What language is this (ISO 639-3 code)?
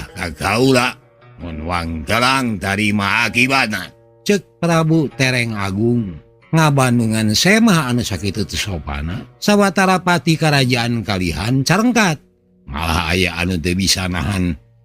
sun